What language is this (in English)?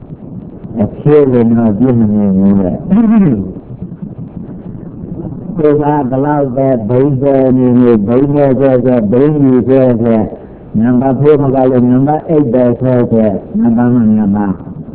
Burmese